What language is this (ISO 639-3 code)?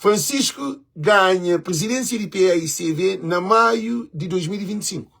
kea